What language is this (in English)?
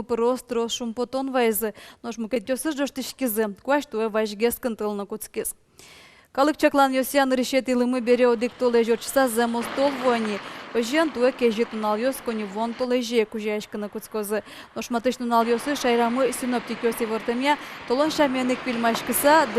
Udmurt